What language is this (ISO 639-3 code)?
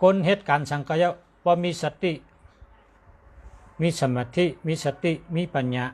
shn